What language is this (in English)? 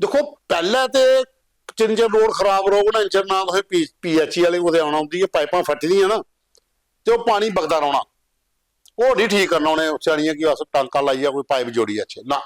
Dogri